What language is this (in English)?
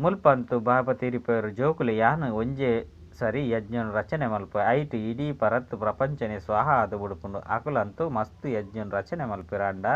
Tulu